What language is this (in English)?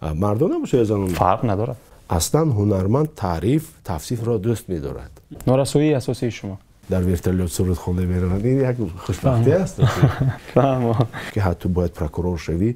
Tajik